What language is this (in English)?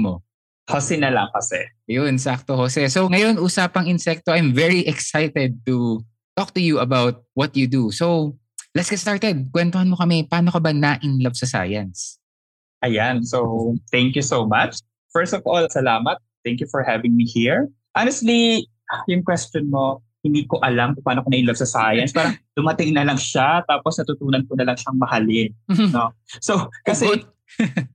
Filipino